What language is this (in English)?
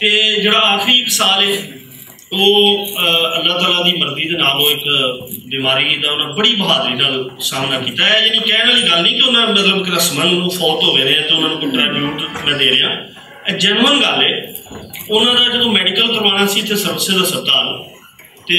Western Panjabi